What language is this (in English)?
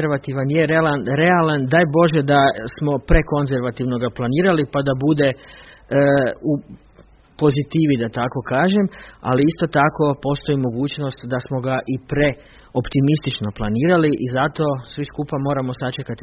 Croatian